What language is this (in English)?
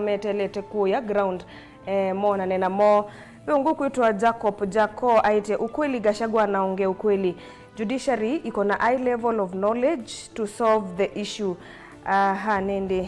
Kamba